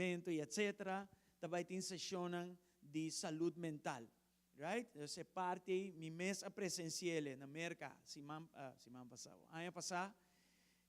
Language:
Papiamento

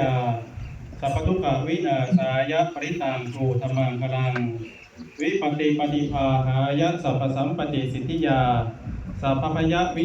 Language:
Pali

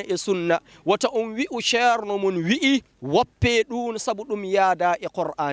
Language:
Fula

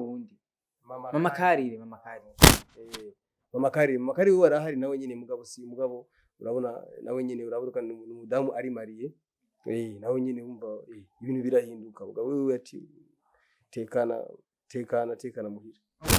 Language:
Rundi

